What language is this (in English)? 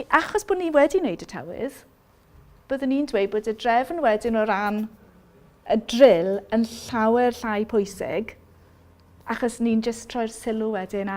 Welsh